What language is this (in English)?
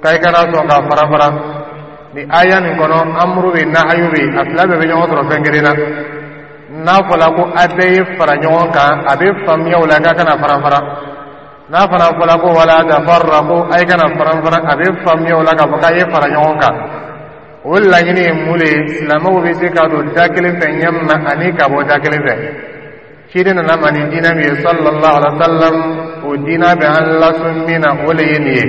Dyula